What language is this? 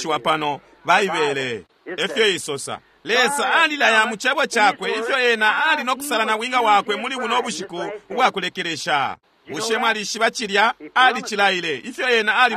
Bemba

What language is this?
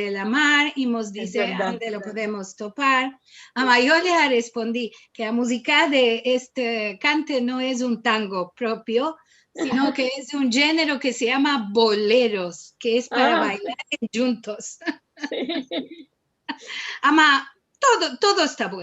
Ladino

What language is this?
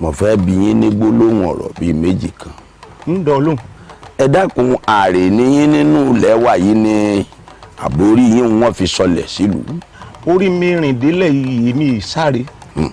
Yoruba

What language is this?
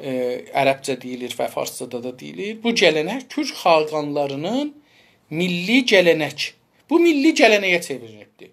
South Azerbaijani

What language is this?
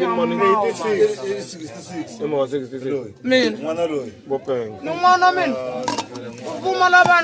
Tsonga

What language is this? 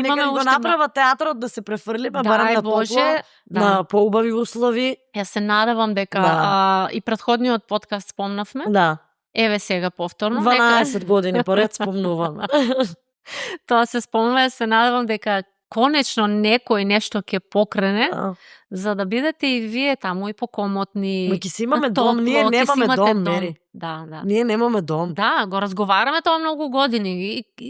Macedonian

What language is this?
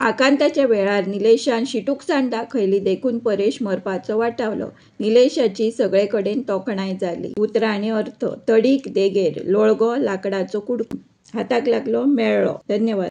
Konkani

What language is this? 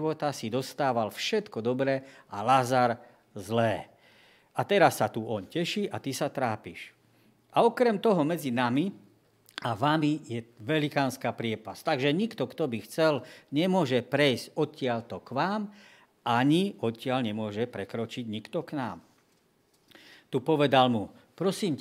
Slovak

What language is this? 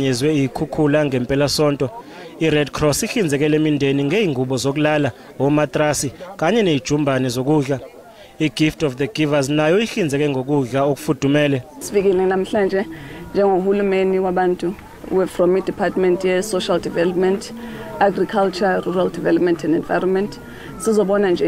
Zulu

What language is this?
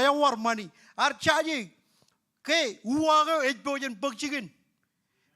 Marshallese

